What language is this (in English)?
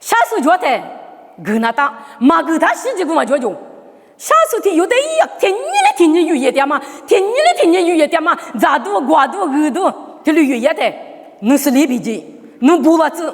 Lisu